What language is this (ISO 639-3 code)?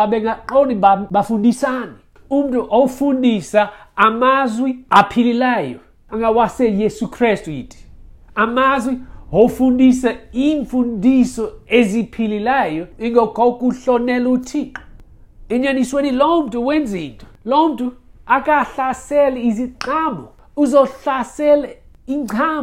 xho